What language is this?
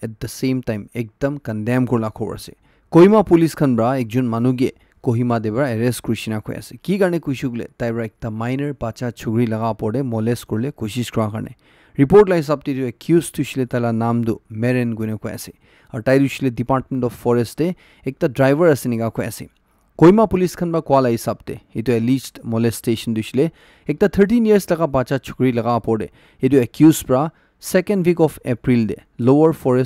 Naga Pidgin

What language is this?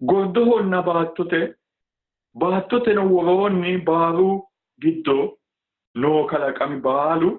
Sidamo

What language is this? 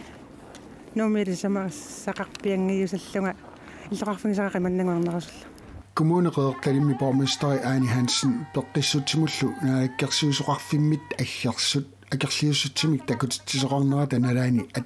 Kalaallisut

